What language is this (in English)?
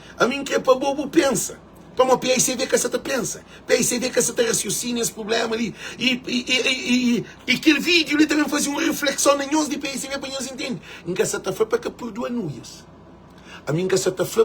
Kabuverdianu